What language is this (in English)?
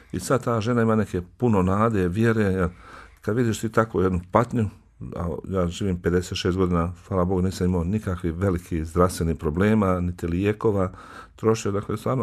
Bosnian